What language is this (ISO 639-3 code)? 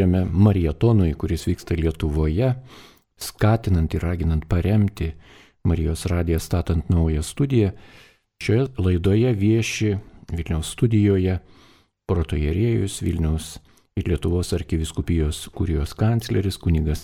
lit